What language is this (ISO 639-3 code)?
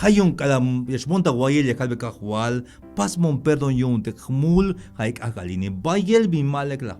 tzh